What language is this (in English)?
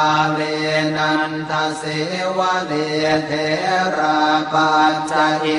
Pali